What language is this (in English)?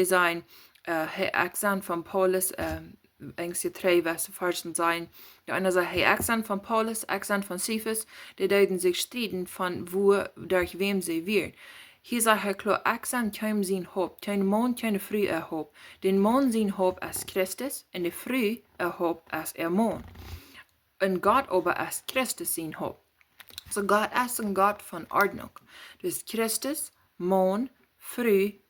Plautdietsch